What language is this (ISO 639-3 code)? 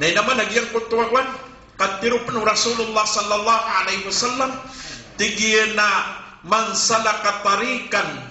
mrw